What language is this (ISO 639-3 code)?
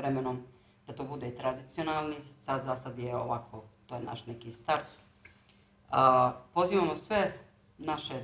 bos